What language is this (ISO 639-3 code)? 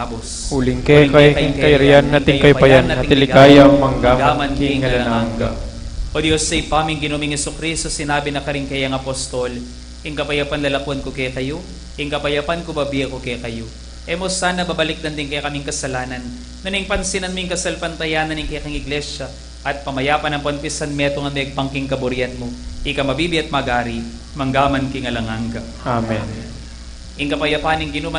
pam